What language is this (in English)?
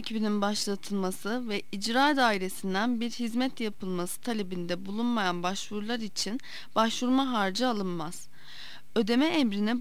Turkish